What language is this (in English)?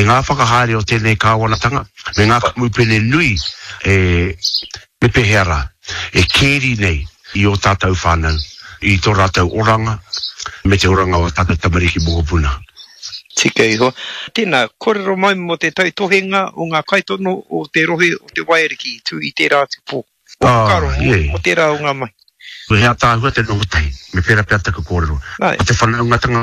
Māori